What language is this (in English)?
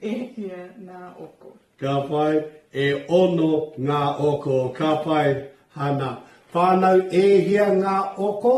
Māori